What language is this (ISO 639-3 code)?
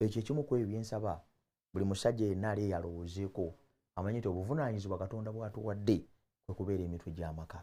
lug